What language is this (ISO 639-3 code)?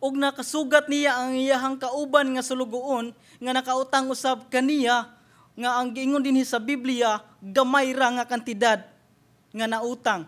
ceb